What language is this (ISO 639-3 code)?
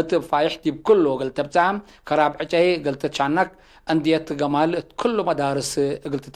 tig